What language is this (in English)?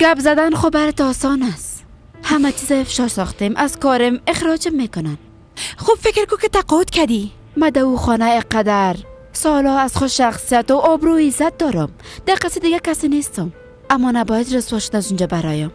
Persian